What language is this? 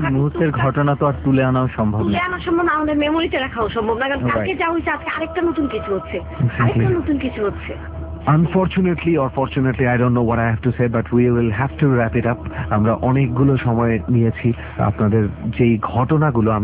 Bangla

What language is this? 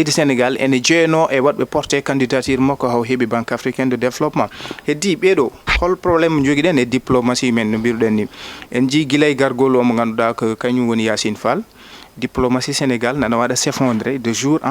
Fula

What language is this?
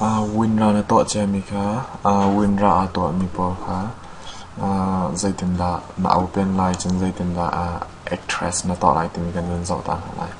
Hakha Chin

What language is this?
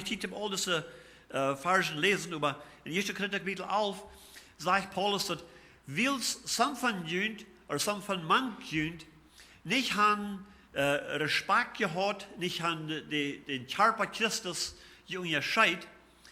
Plautdietsch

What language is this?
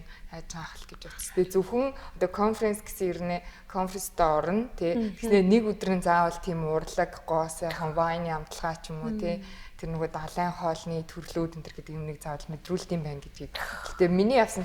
Mongolian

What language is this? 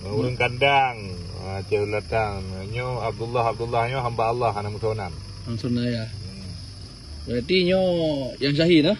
Achinese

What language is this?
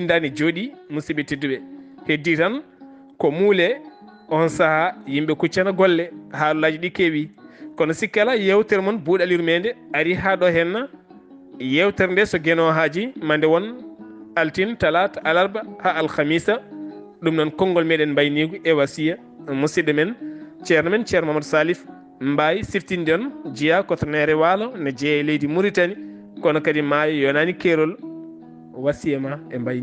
Fula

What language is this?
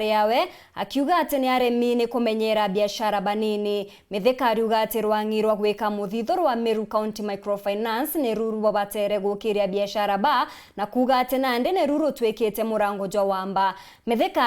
Meru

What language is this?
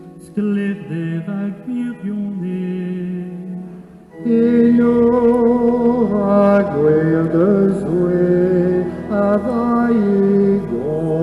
Breton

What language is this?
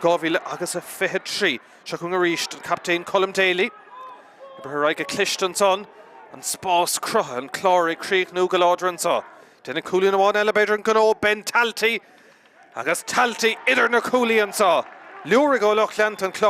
Irish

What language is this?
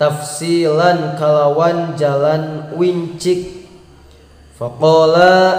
Sundanese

